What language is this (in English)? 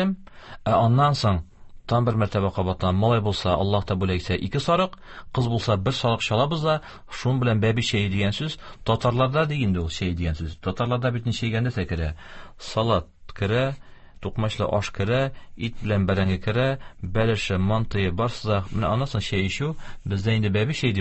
Tatar